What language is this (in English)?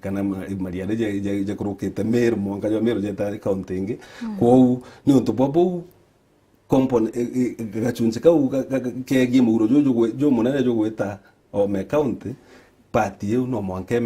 Meru